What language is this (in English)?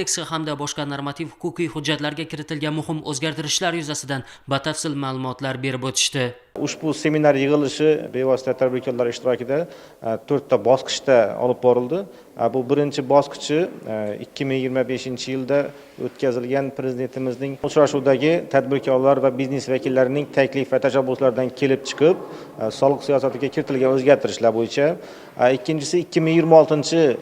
Uzbek